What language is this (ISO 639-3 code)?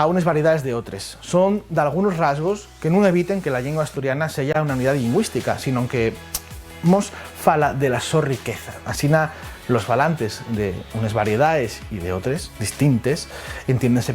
ast